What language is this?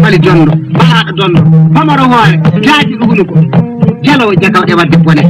Fula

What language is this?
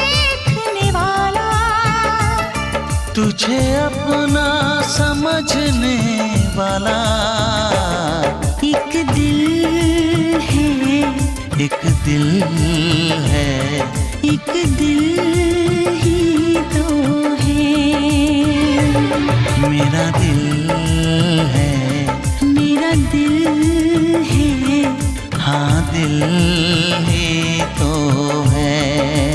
Hindi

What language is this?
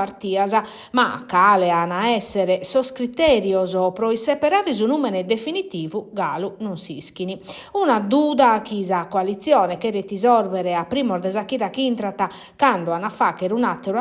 Sardinian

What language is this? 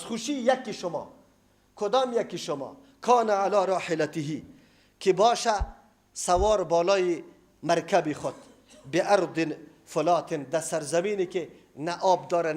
Persian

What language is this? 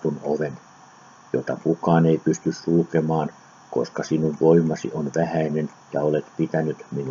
Finnish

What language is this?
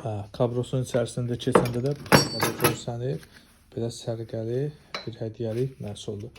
Azerbaijani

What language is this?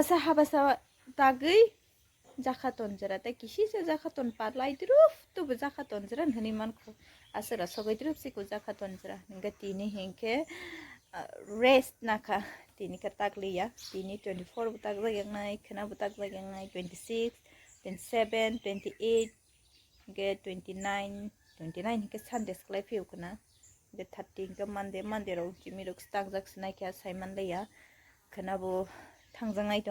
Kok Borok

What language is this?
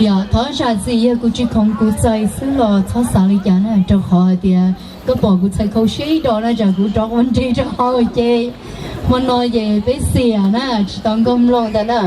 Hmong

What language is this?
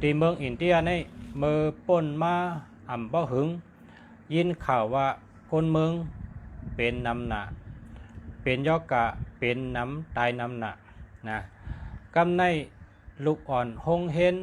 Shan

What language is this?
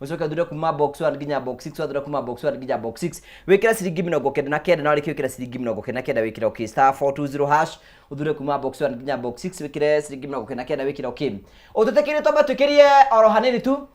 Kikuyu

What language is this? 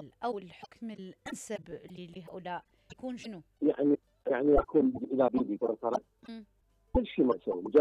Mesopotamian Arabic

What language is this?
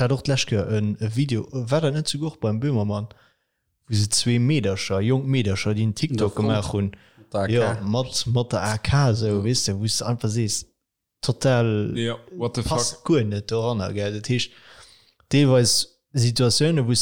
Luxembourgish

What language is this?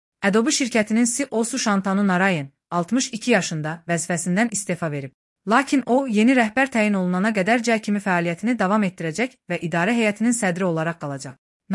Azerbaijani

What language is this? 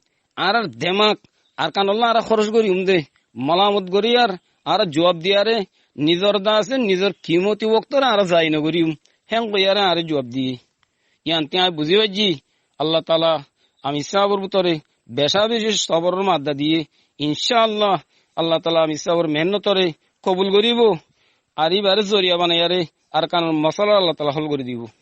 Rohingya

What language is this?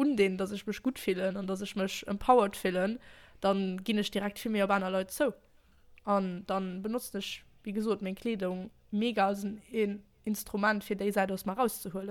Luxembourgish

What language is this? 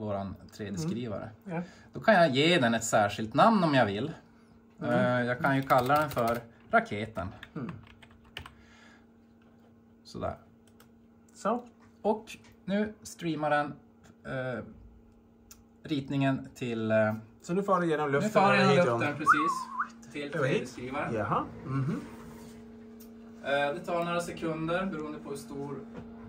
Swedish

